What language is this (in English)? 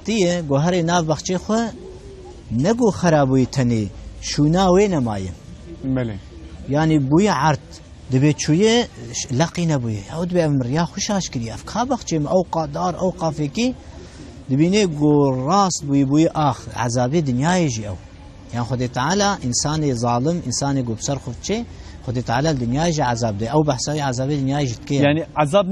Kurdish